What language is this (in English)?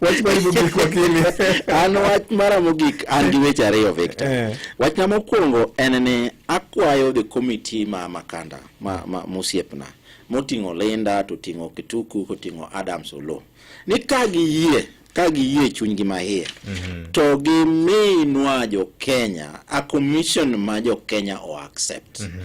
Luo (Kenya and Tanzania)